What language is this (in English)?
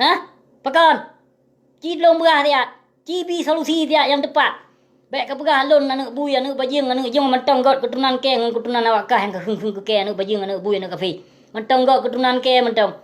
Achinese